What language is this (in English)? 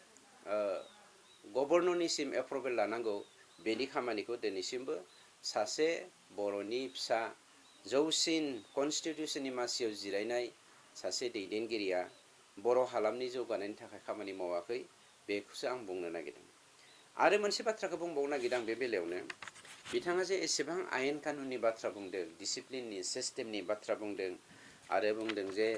Bodo